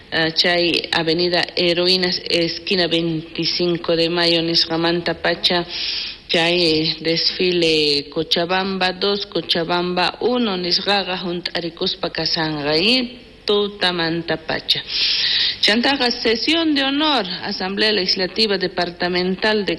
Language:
South Bolivian Quechua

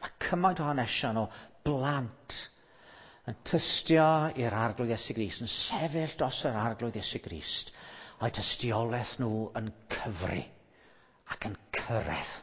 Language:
Welsh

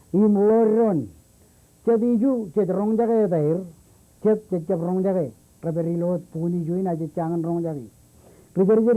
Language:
Marshallese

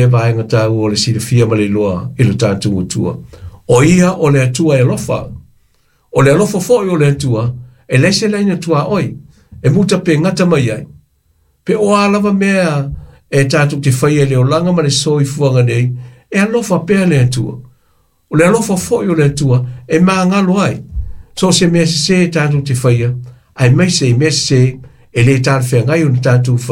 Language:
Samoan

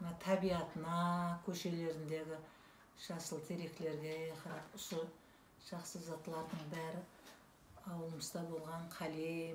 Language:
Kara-Kalpak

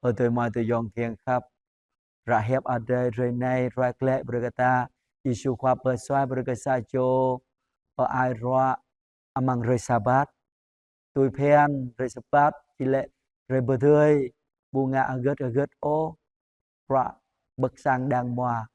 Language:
Jarai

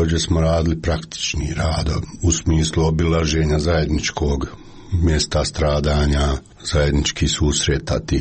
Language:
Croatian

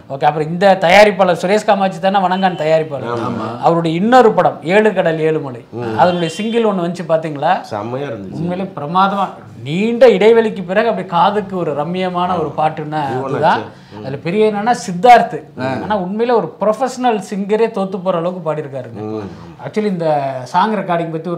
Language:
Tamil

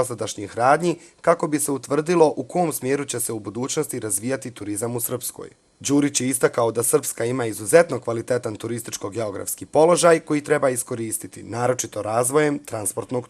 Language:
Bosnian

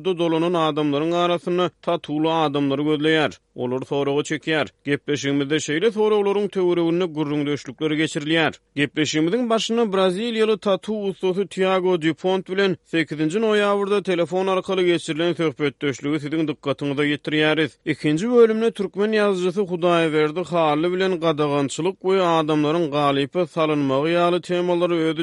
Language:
Turkmen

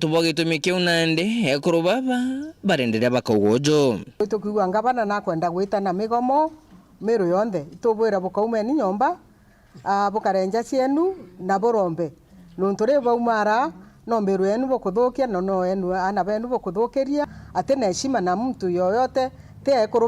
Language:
Meru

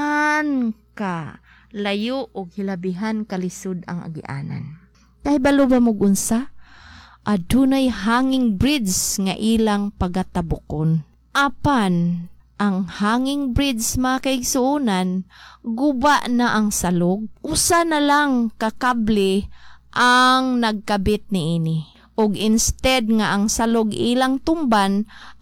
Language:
Cebuano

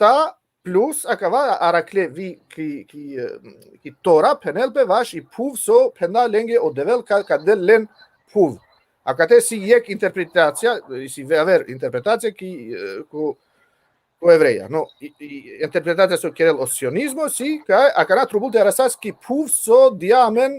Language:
Balkan Romani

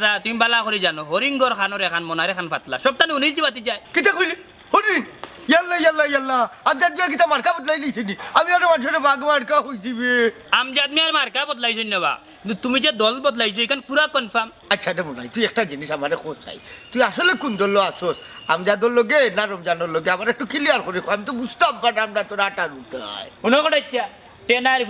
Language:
Sylheti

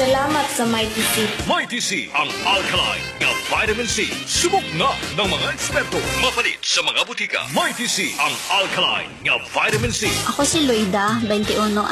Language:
Cebuano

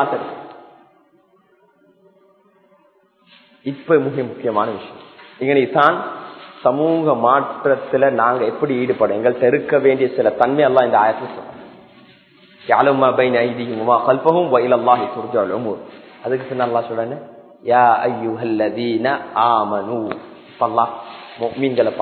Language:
Tamil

